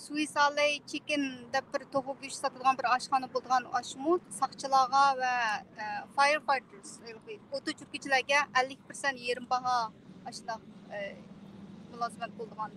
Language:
Uyghur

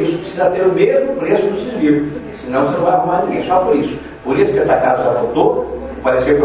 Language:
Portuguese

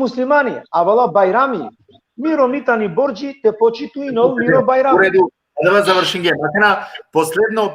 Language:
Balkan Romani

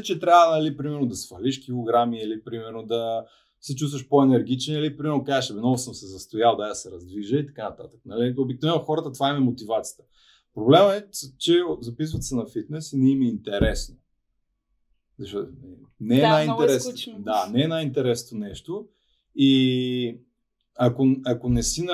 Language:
Bulgarian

